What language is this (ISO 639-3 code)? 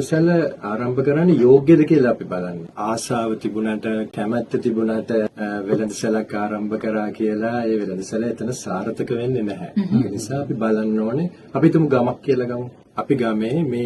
sin